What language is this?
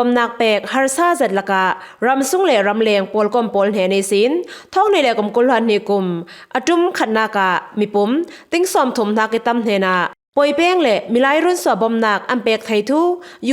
Falam Chin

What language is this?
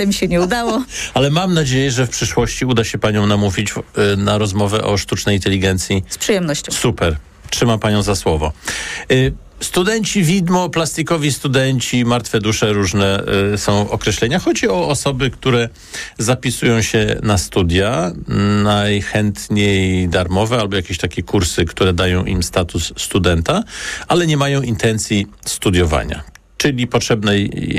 Polish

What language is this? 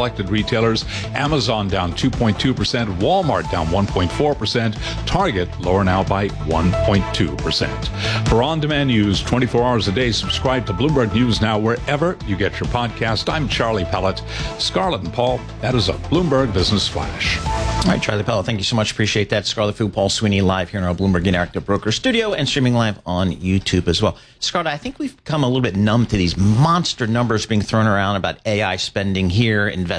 English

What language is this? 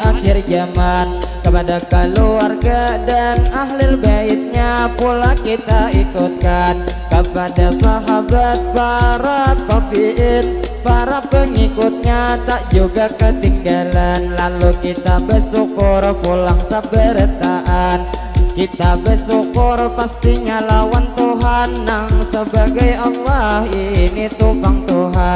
Banjar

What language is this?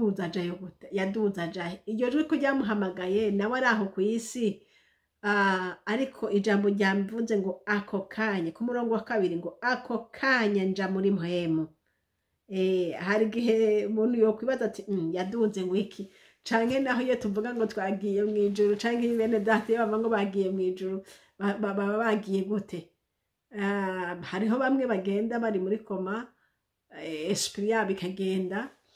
Rundi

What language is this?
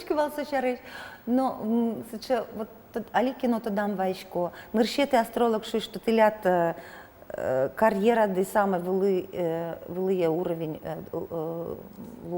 Udmurt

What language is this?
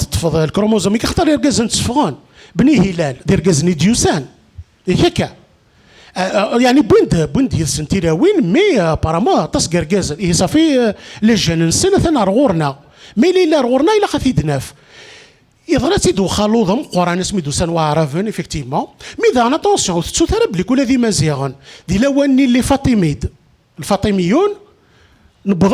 Kabyle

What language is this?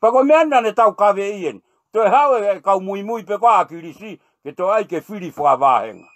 Tongan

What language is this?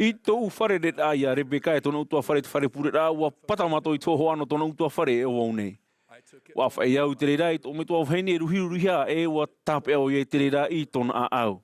Tahitian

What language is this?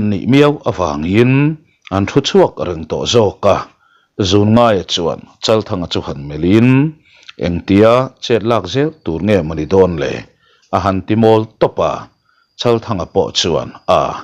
Mizo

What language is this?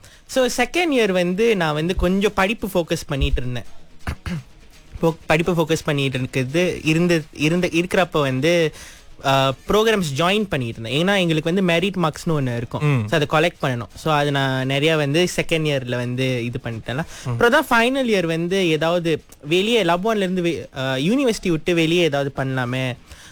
Tamil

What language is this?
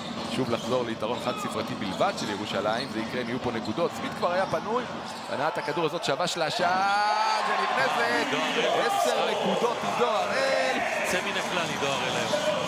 Hebrew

